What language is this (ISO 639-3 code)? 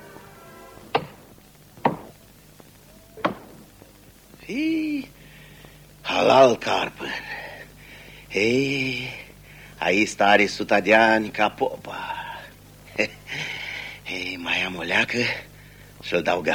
ron